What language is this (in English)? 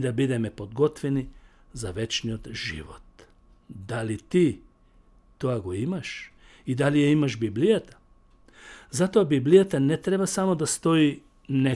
Macedonian